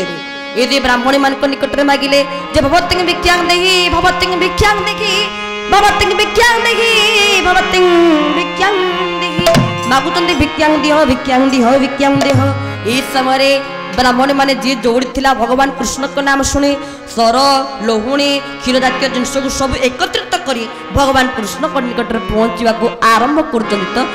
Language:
Odia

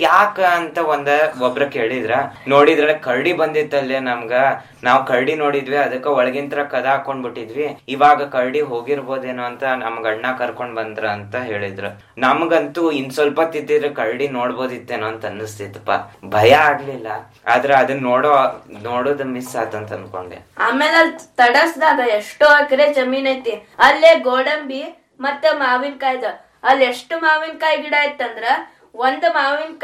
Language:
Kannada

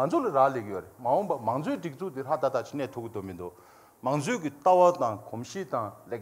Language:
Tibetan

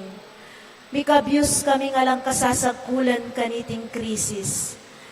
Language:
Pampanga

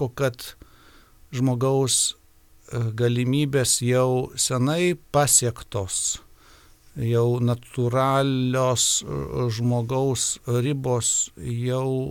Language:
Lithuanian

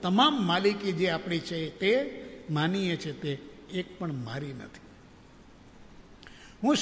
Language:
Gujarati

